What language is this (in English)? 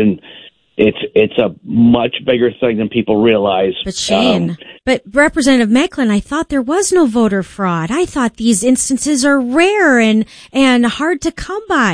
English